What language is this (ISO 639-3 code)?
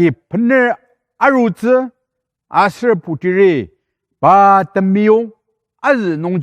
njo